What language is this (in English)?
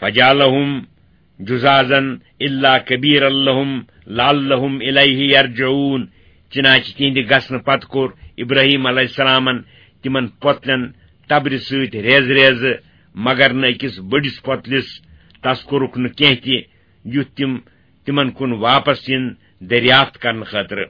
Kashmiri